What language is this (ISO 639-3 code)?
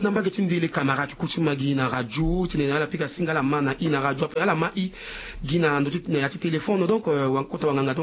sag